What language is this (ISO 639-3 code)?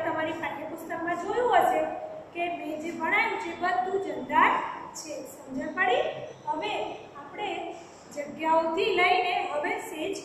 guj